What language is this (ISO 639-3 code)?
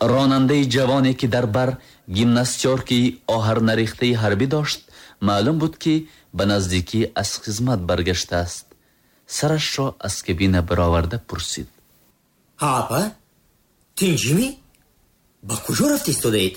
tgk